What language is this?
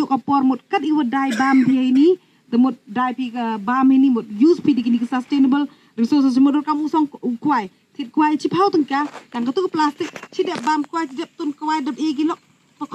Pnar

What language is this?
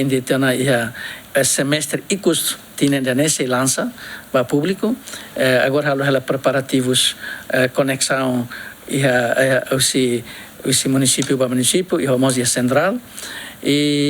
Tetum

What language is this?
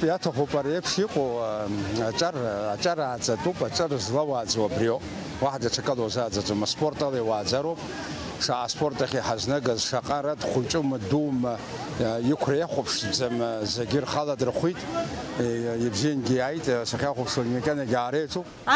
Abkhazian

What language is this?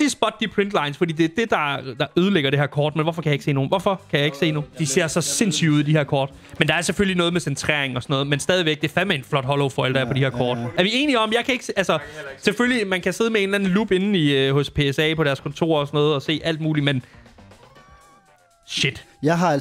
Danish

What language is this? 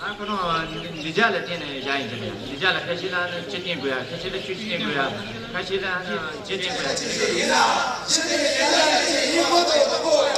Tibetan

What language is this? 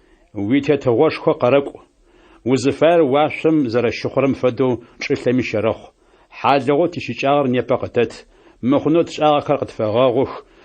Adyghe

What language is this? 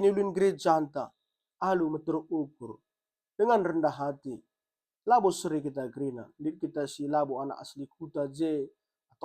Batak Karo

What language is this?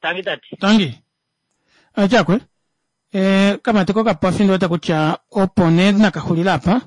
Kuanyama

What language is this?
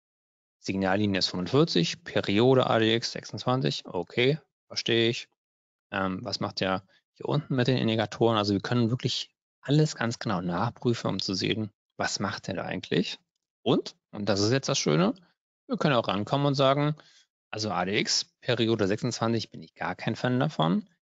German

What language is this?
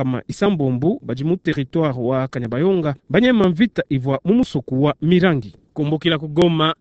Luba-Lulua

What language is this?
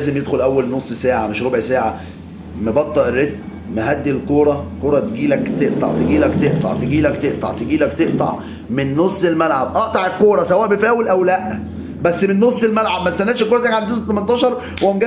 Egyptian Arabic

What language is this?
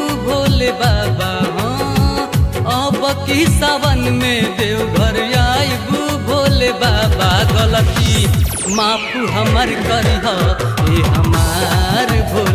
Bhojpuri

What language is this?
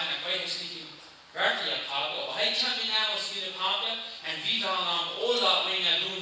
Plautdietsch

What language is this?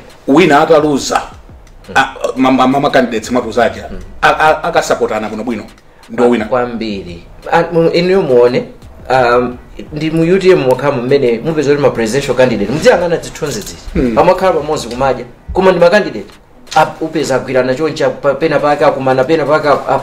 Nyanja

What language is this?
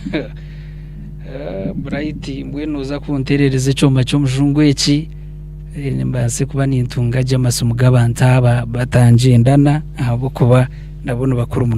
Nyankole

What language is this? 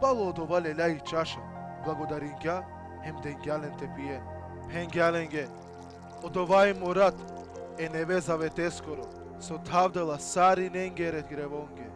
Balkan Romani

